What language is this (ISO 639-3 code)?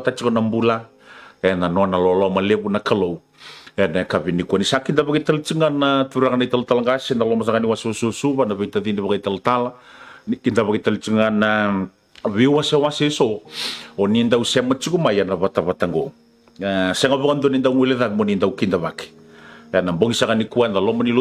fij